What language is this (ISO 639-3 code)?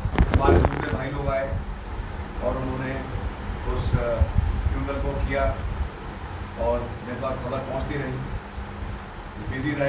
hin